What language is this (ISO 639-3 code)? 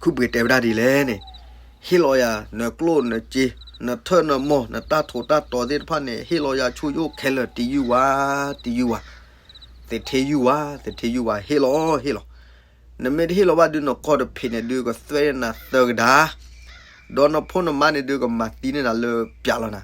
ksw